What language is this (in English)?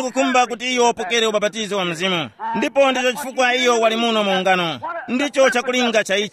Tumbuka